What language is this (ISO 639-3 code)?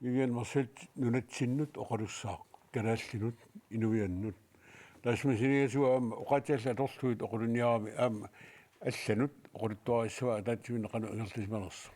kal